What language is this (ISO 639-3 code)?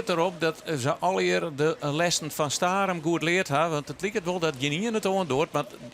fry